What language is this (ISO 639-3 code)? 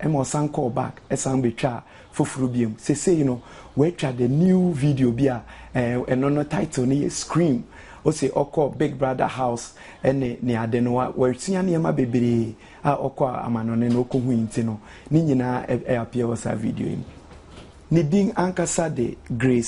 aka